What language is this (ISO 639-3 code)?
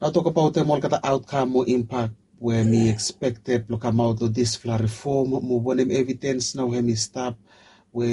bis